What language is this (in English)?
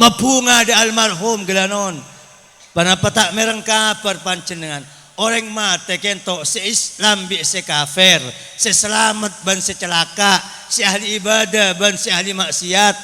Madurese